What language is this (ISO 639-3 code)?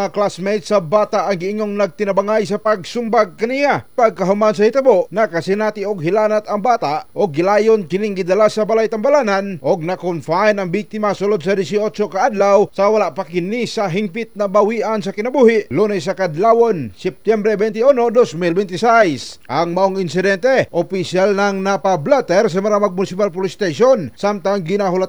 ceb